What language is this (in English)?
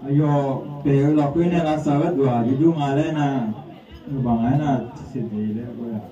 Akha